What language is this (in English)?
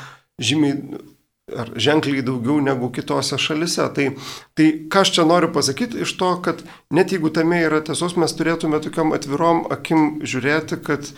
Lithuanian